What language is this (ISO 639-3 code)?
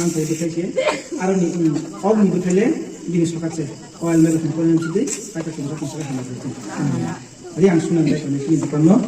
trp